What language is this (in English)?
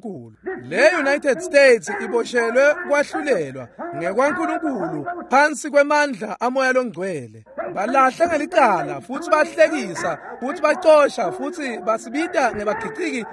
Swati